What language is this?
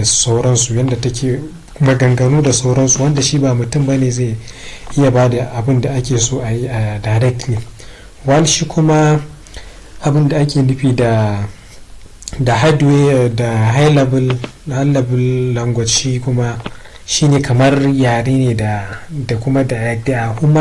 Hausa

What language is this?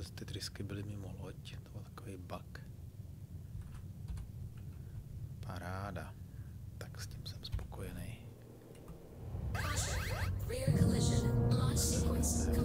Czech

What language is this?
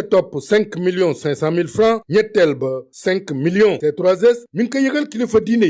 Wolof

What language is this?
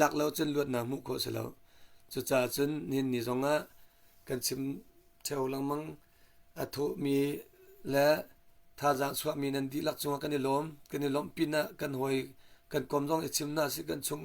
Hakha Chin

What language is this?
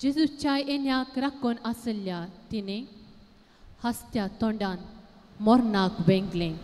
Konkani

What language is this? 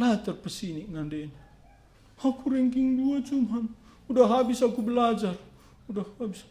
Batak Karo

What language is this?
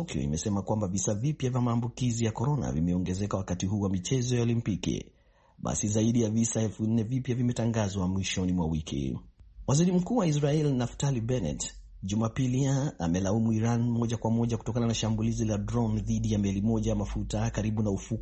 Swahili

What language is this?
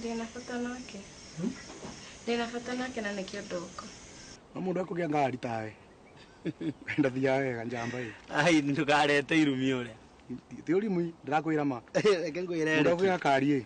Kikuyu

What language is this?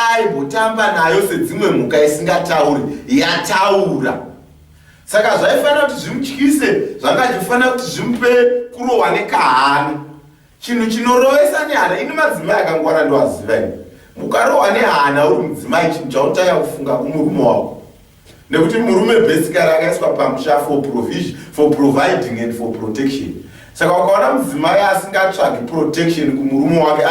Shona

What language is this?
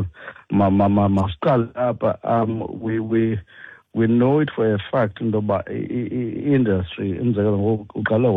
Xhosa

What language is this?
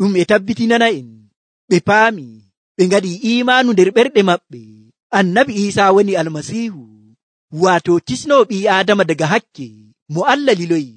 Nigerian Fulfulde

